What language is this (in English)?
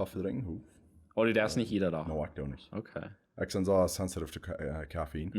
Plautdietsch